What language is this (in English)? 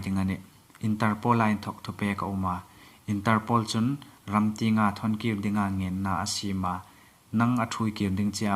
Hmar